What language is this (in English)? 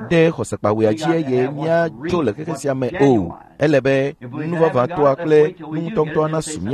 Ewe